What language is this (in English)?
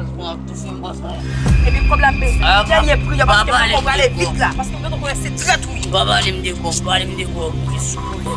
Haitian Creole